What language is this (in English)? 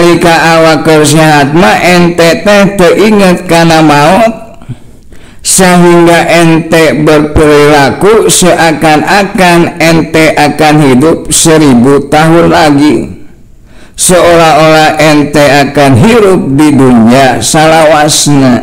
Sundanese